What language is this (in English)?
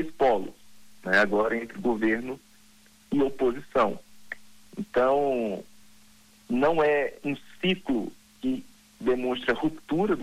Portuguese